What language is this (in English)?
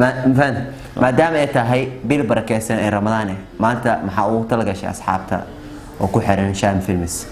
Somali